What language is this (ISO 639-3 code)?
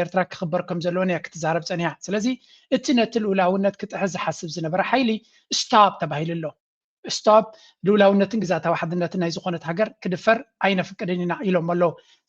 tir